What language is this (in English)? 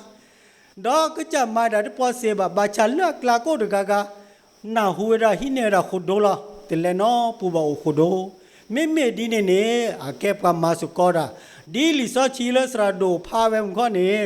S'gaw Karen